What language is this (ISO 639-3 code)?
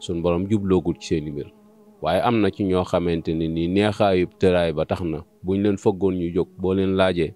wol